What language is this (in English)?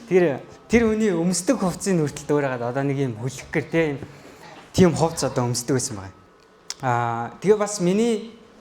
Mongolian